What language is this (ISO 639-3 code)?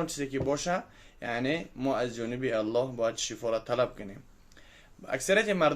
tgk